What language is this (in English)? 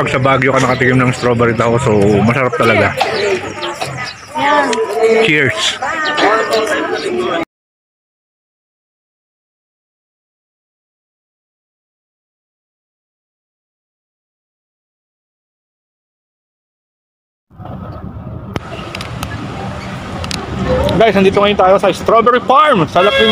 Filipino